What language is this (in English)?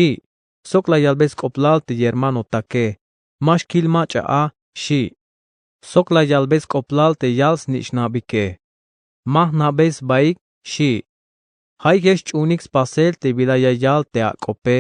Tzeltal